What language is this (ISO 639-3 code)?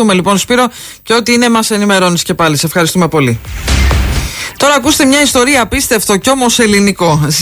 ell